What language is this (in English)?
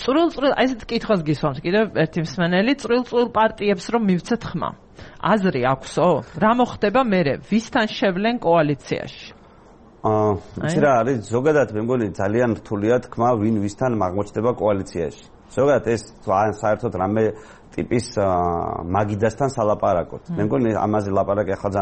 Georgian